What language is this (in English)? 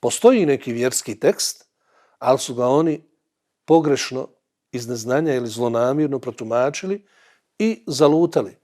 Bosnian